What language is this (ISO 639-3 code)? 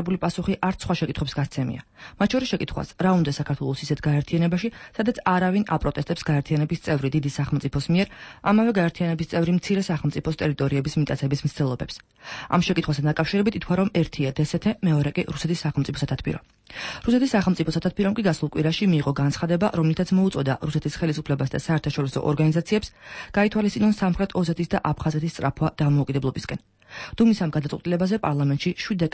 kat